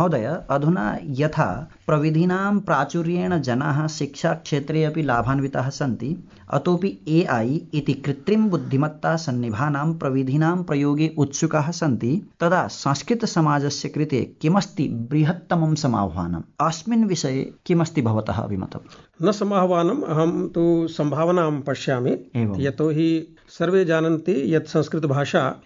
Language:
Sanskrit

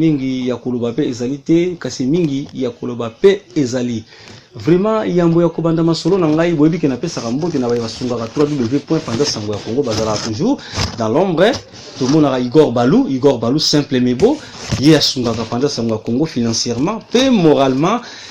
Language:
Lingala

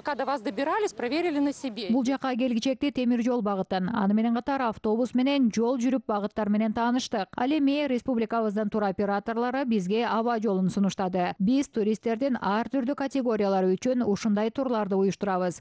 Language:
Kyrgyz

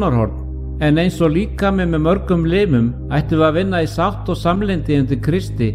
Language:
Icelandic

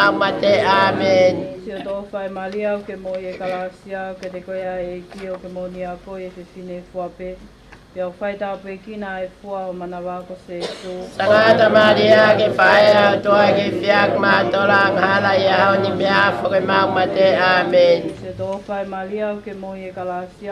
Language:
Tongan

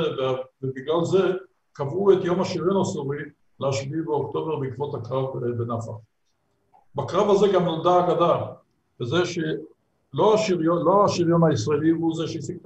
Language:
Hebrew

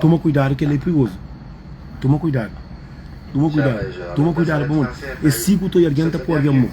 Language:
Kabuverdianu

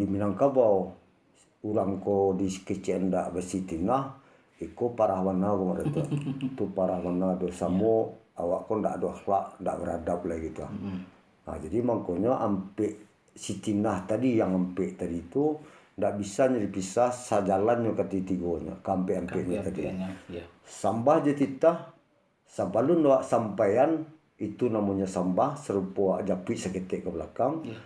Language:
Minangkabau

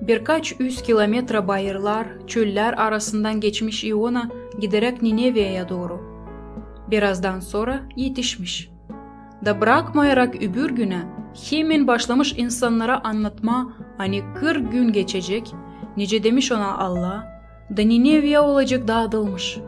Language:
Gagauz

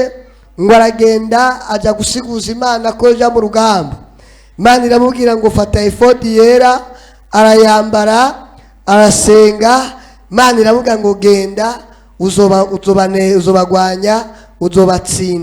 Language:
Rundi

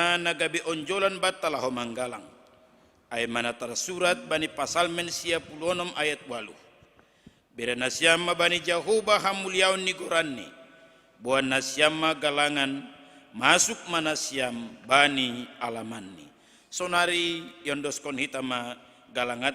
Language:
Batak Simalungun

